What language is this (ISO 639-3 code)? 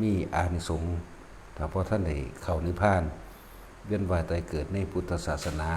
tts